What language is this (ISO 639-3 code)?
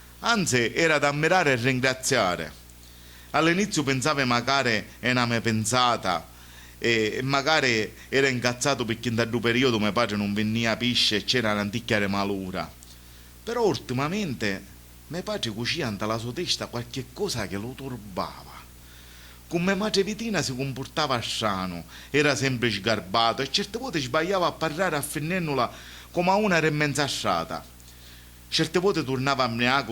scn